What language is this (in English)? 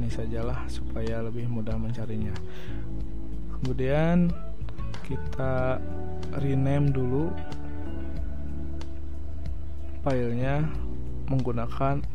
Indonesian